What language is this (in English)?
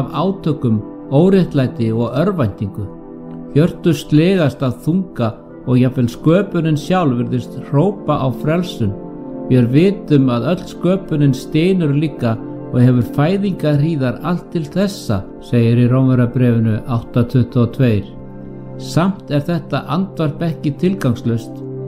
Icelandic